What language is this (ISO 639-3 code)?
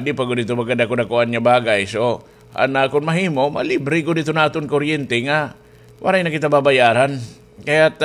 war